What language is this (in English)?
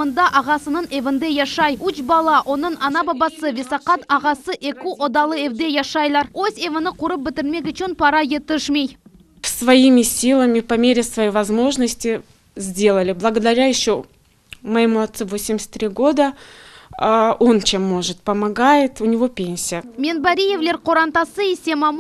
Crimean Tatar